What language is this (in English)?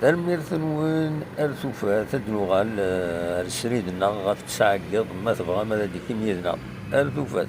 Kabyle